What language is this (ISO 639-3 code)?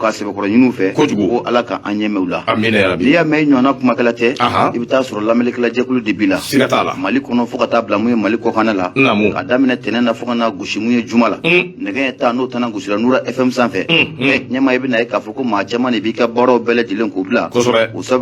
bam